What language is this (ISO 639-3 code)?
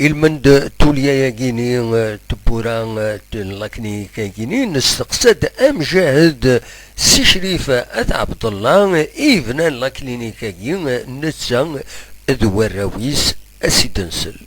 kab